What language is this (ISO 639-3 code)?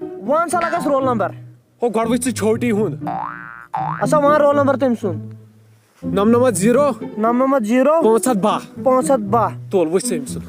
kas